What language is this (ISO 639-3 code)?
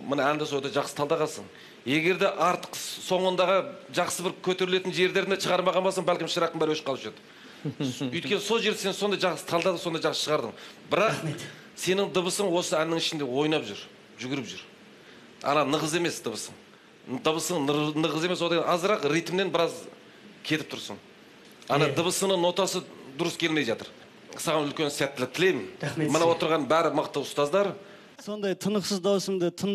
kaz